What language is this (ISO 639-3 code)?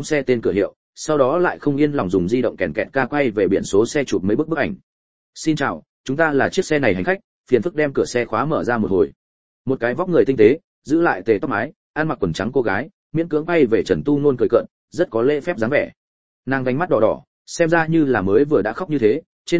vie